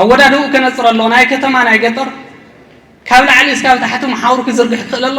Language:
Tigrinya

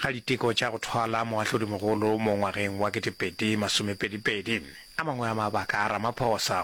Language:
Northern Sotho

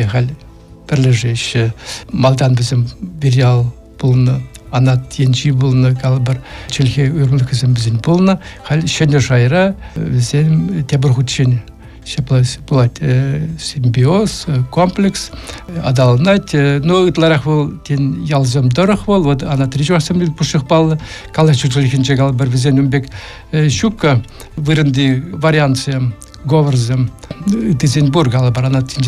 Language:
Chuvash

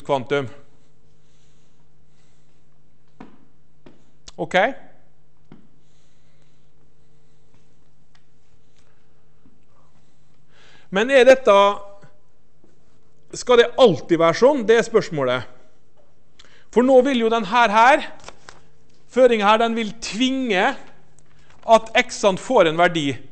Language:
Norwegian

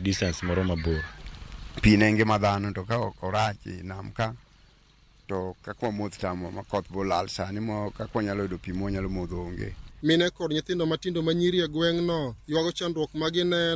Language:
Luo (Kenya and Tanzania)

